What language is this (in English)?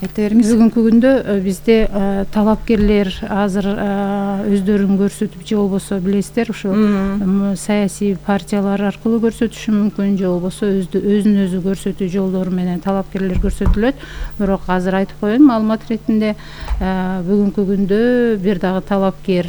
Kyrgyz